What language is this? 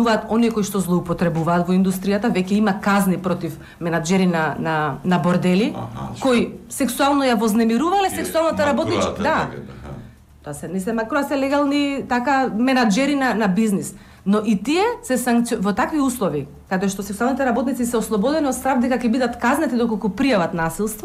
Macedonian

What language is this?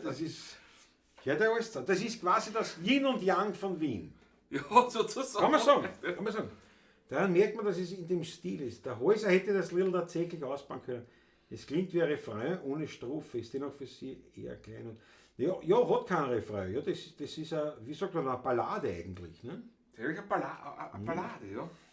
Bavarian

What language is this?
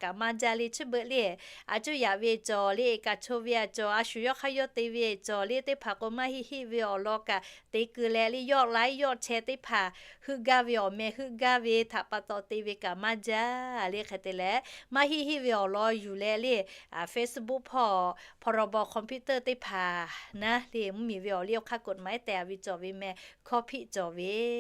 Lahu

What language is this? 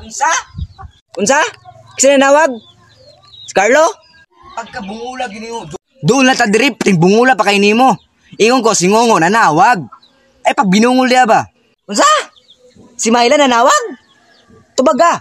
Cebuano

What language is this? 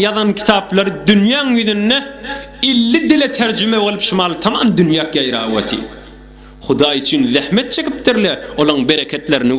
Turkmen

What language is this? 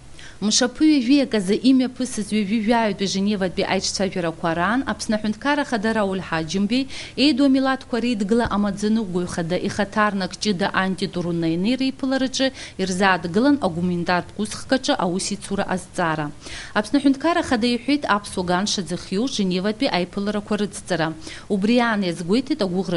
Abkhazian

